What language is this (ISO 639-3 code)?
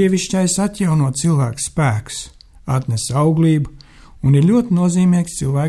lav